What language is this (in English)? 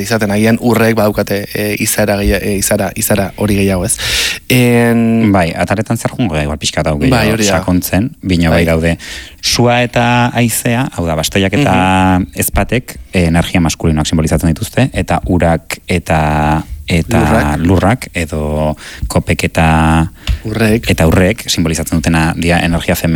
Basque